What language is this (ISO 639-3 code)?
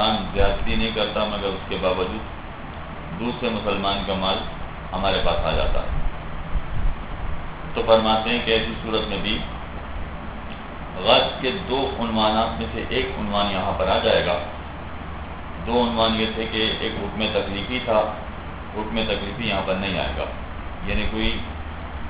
urd